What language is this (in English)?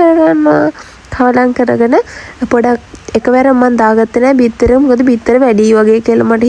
Sinhala